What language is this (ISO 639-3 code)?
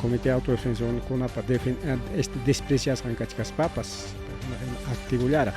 quy